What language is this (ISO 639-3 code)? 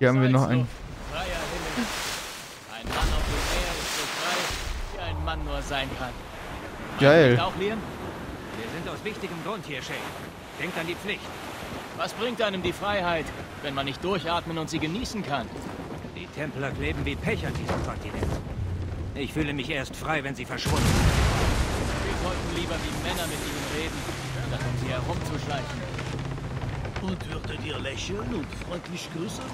deu